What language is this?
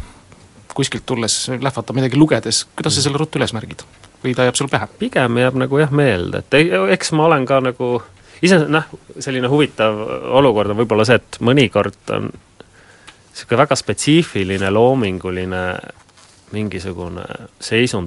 Estonian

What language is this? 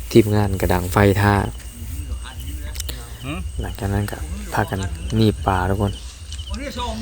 Lao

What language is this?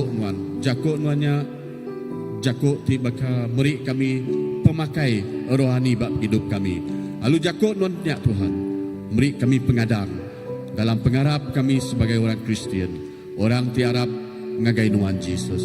Iban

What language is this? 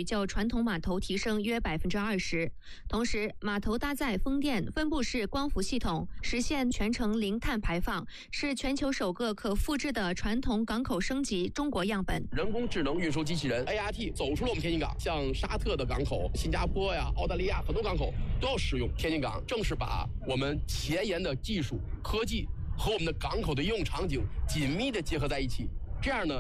Chinese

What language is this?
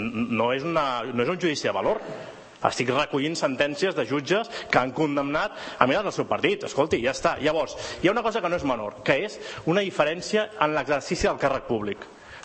Catalan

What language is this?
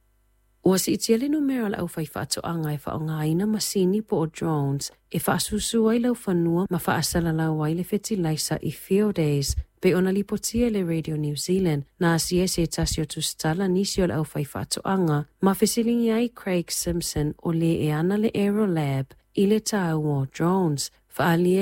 Samoan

